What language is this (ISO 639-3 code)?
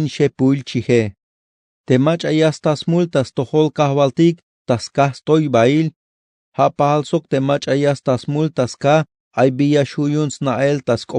tzh